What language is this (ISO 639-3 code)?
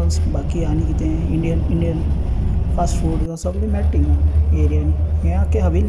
kok